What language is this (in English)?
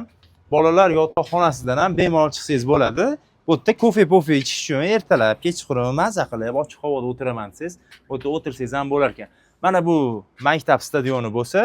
Uzbek